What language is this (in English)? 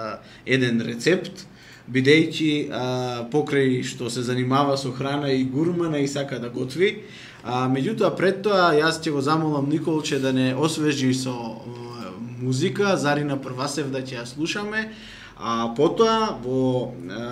Macedonian